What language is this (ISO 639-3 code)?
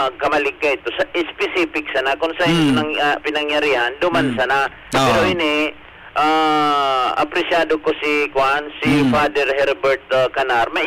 bik